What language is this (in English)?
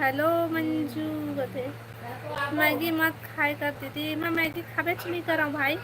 Chhattisgarhi